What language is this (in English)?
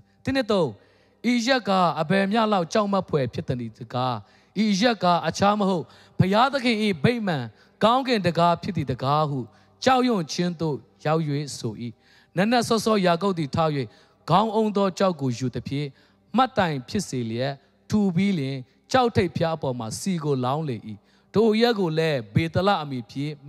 Burmese